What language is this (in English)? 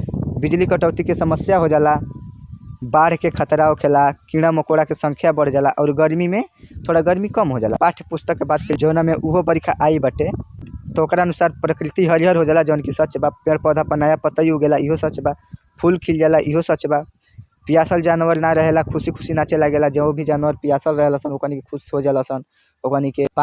Bhojpuri